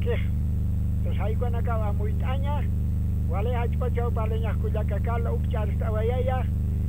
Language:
Aymara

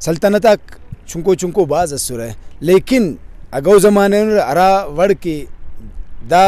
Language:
Brahui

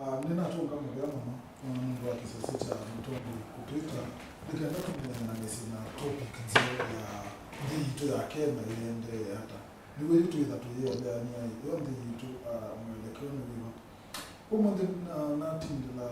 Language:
Kamba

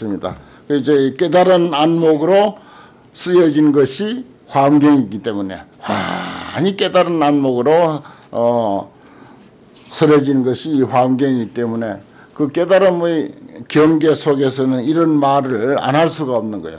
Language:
Korean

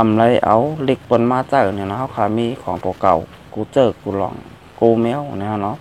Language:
Shan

